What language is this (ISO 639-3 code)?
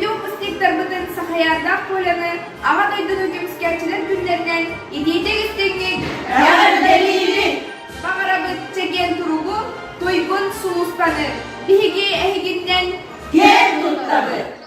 sah